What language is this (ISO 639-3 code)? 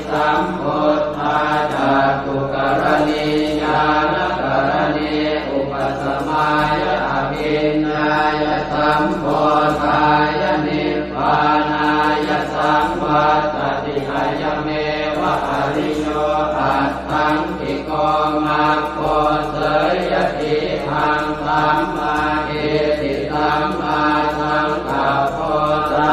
pli